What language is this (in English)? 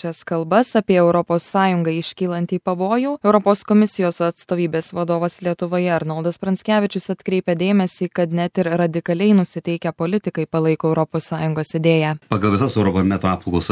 Lithuanian